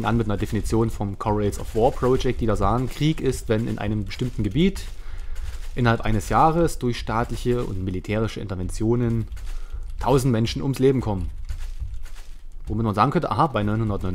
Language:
German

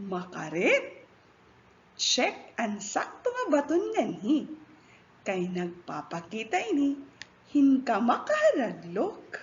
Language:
Waray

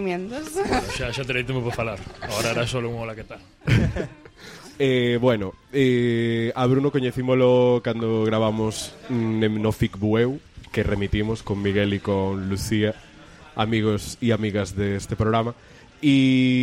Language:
Galician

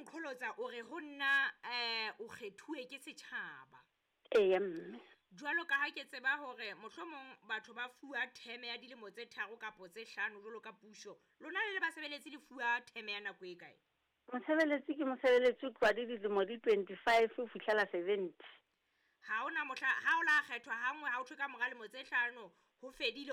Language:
Southern Sotho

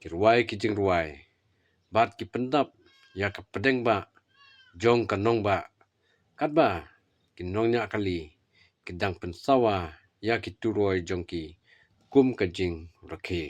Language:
Khasi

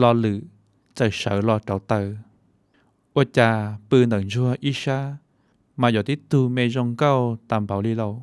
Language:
Hmong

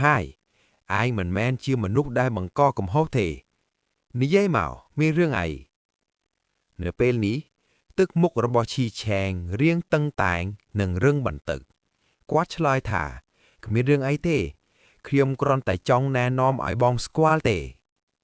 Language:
Khmer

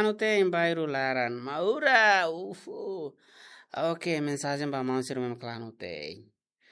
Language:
Tetum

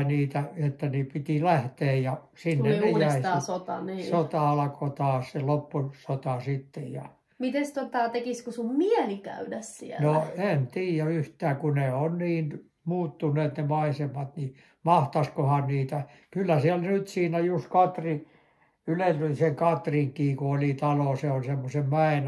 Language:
Finnish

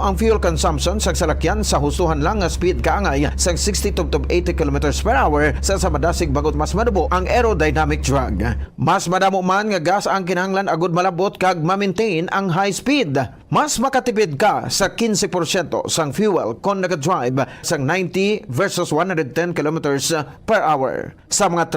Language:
Hiligaynon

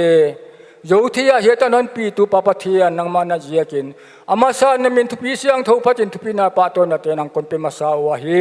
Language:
Paite Chin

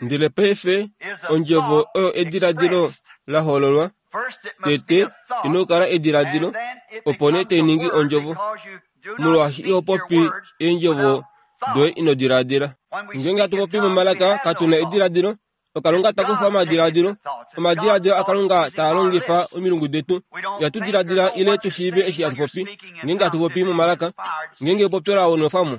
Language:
Kuanyama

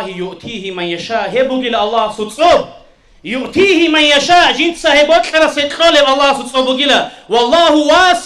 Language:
Avaric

